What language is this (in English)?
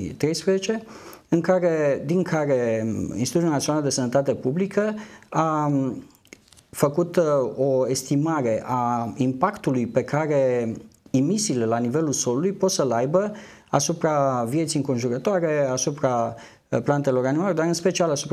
Romanian